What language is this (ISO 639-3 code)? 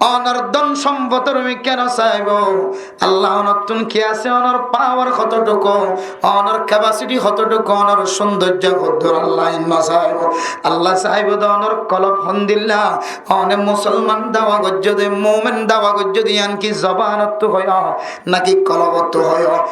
rhg